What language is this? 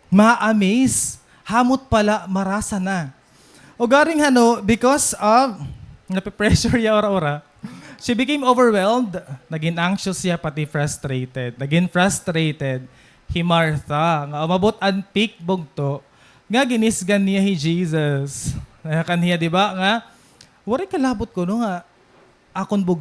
Waray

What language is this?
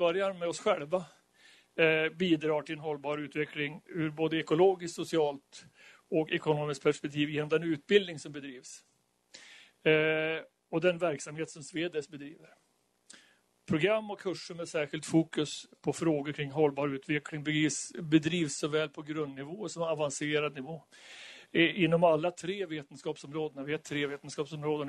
Swedish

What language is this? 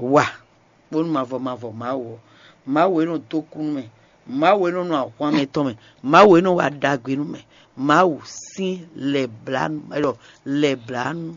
Fon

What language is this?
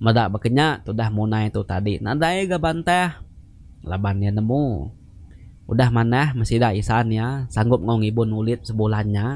Iban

